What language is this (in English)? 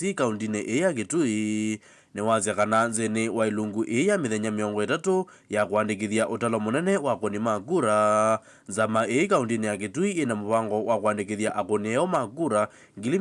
Kamba